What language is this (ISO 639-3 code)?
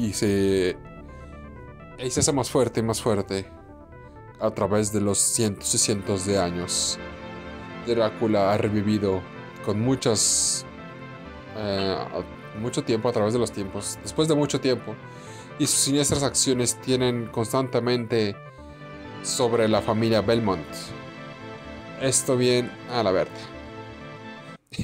spa